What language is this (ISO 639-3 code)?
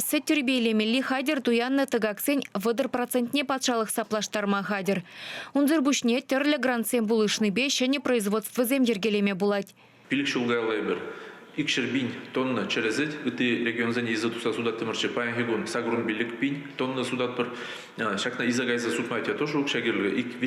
chv